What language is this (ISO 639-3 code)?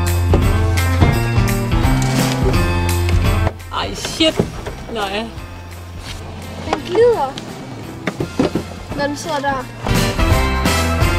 dan